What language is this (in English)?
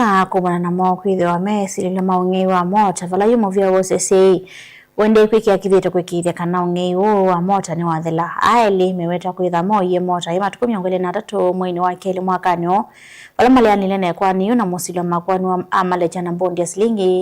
Kamba